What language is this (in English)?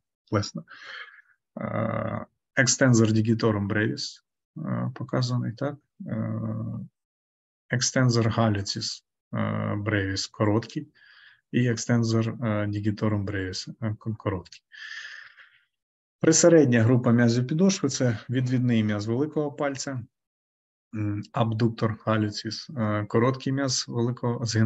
Ukrainian